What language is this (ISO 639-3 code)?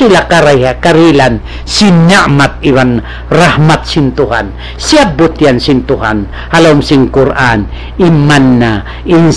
tsg